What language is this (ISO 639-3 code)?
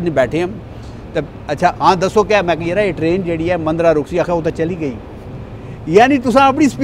pan